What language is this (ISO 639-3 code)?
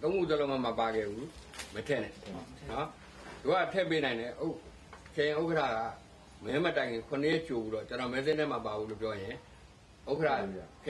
mya